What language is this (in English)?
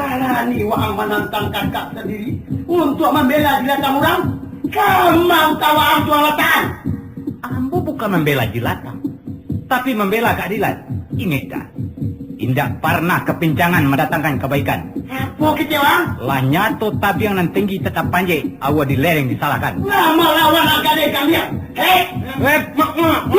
Minangkabau